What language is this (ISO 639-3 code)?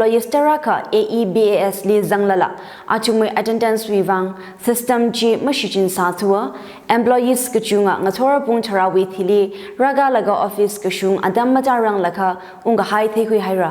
nmf